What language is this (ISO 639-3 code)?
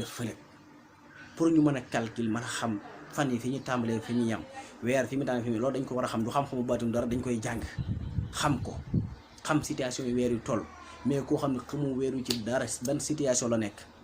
wol